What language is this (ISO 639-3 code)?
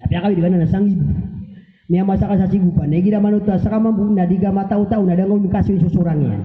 mrw